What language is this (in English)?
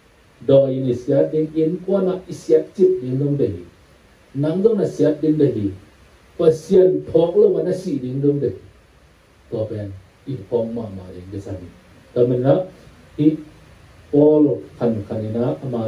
Tedim Chin